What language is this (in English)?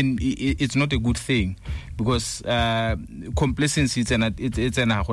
Tswana